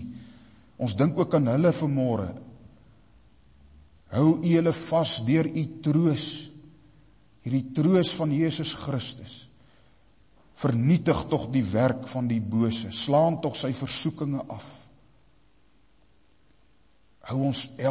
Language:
Afrikaans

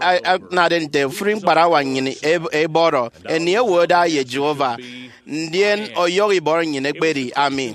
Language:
Efik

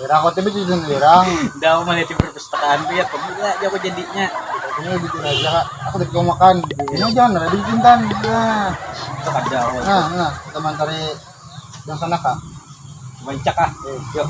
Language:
Banjar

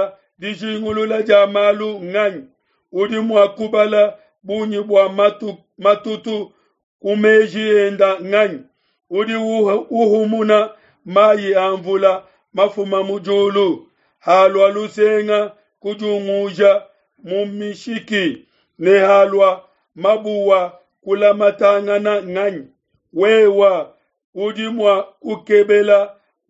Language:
Luba-Lulua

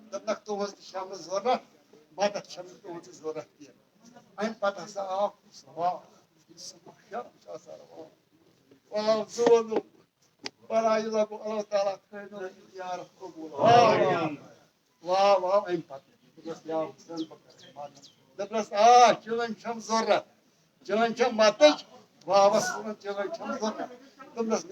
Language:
Kashmiri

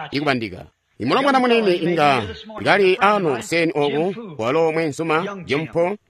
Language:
Tonga (Zambia)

